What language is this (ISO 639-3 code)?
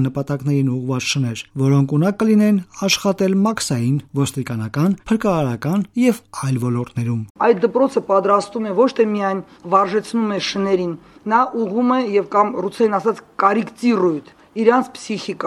hye